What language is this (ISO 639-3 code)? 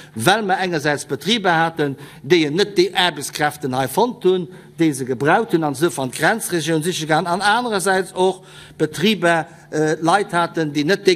ltz